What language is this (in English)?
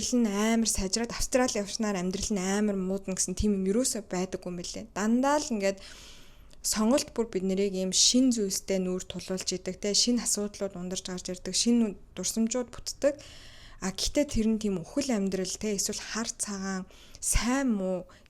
Mongolian